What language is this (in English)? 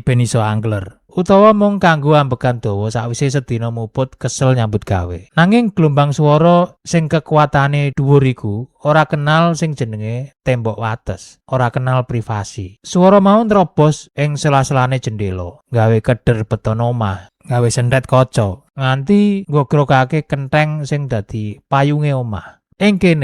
Javanese